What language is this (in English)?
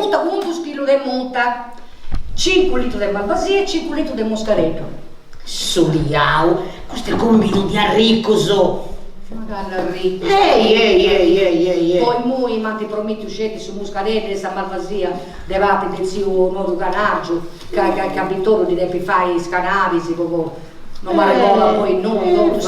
Sardinian